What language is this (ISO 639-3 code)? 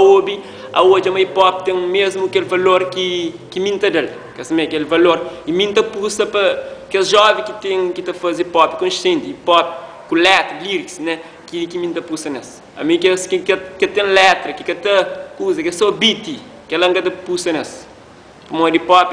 kea